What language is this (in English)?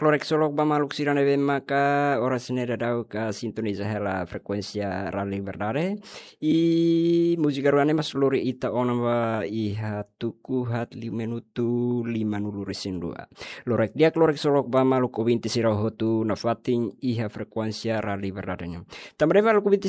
Tetum